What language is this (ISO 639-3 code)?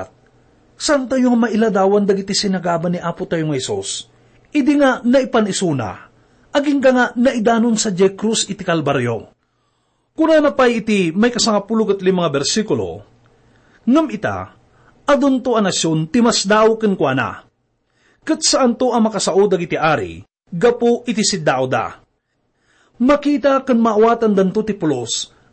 ilo